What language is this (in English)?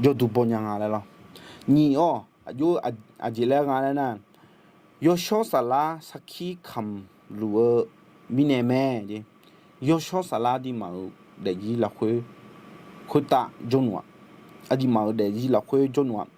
Akha